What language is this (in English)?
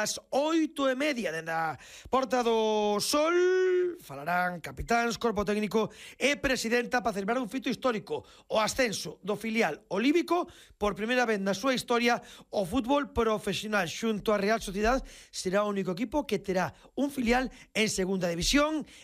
Galician